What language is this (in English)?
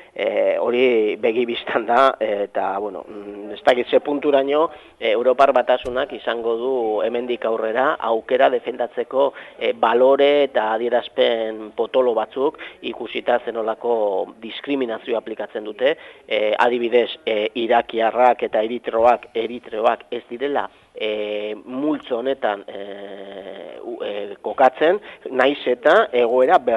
Basque